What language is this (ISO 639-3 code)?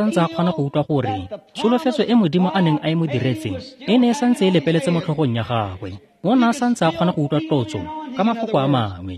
tsn